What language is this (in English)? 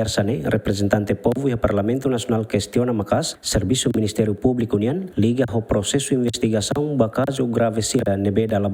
Tetum